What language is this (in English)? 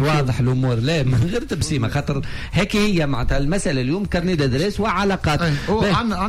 Tunisian Arabic